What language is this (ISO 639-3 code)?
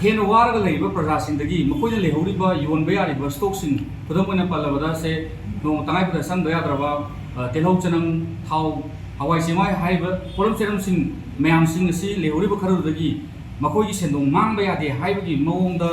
mni